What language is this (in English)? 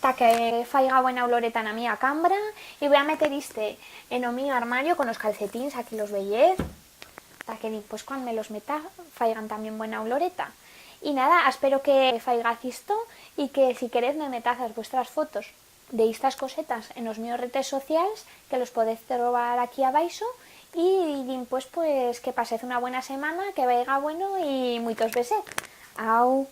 Aragonese